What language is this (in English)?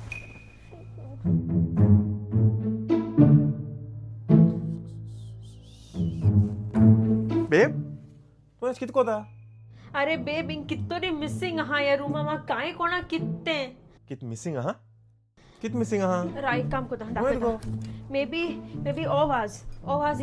Konkani